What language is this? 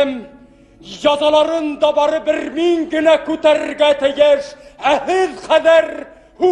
Bashkir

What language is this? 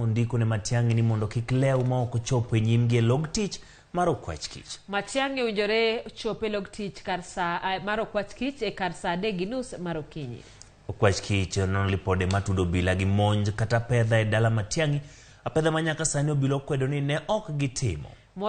Luo (Kenya and Tanzania)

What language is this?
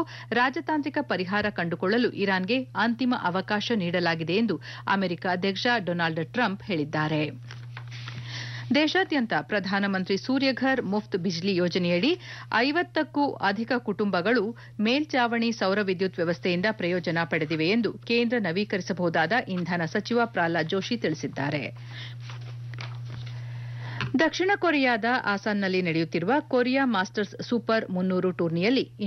Kannada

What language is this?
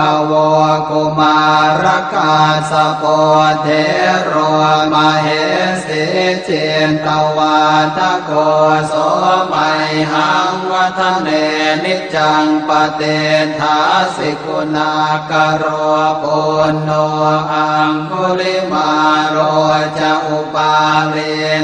Pali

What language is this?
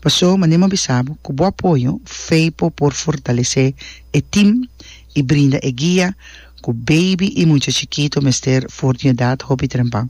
Papiamento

